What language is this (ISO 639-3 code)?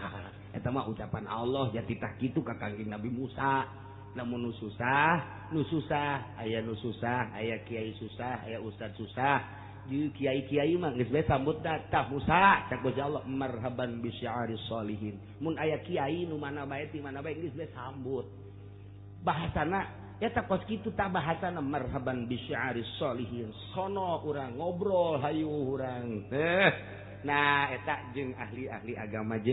sun